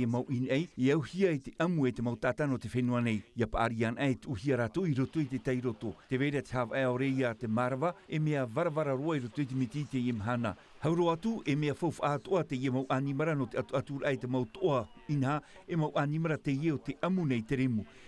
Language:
Tahitian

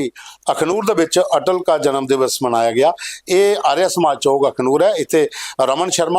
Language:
Dogri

